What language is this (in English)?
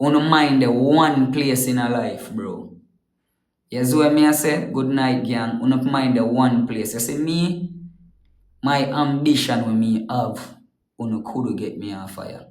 Jamaican Creole English